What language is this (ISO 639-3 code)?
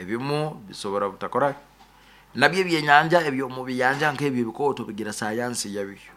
nyo